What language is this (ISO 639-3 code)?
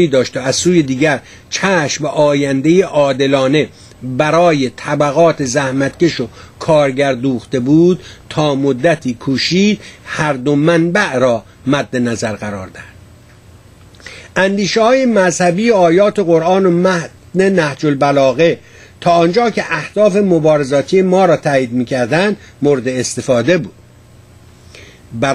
fas